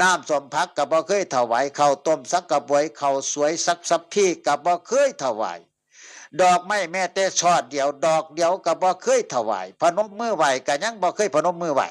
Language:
Northeastern Thai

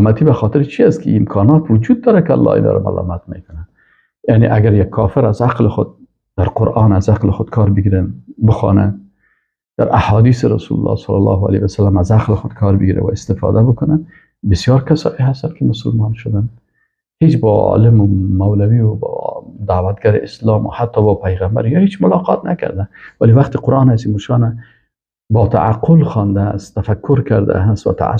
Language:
Persian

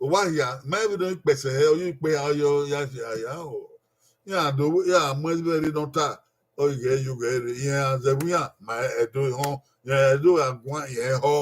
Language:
Bini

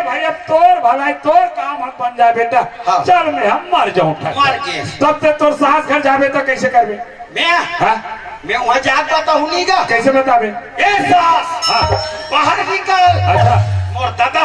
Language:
Chhattisgarhi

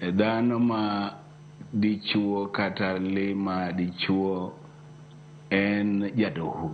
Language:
Luo (Kenya and Tanzania)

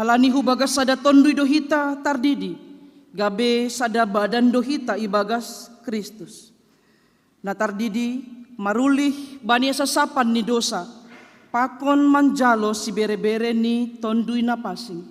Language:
Batak Simalungun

